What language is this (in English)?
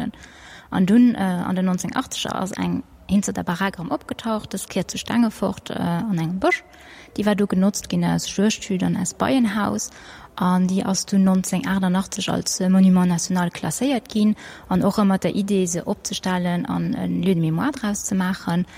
Luxembourgish